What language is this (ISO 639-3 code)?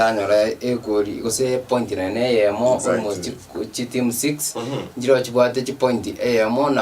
guz